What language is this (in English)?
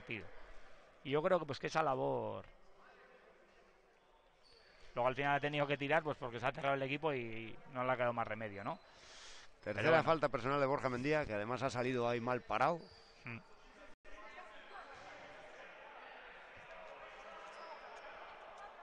Spanish